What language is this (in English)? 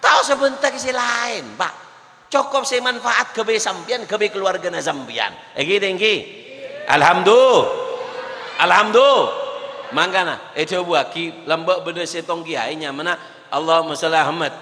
Madurese